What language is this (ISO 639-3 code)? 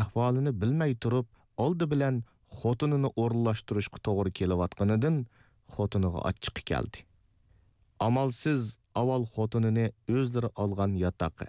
uig